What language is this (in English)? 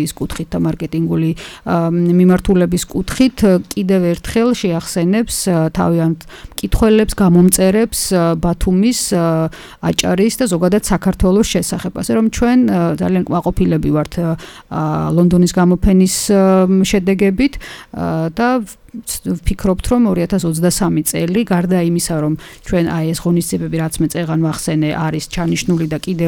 Georgian